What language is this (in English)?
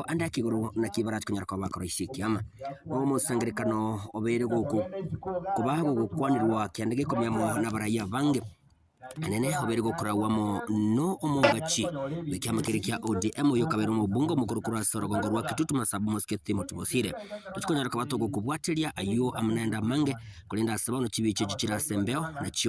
Gusii